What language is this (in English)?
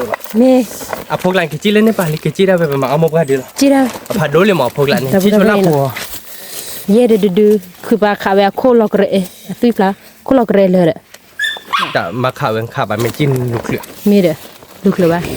S'gaw Karen